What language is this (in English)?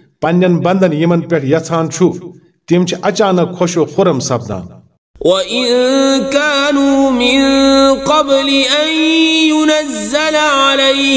Kashmiri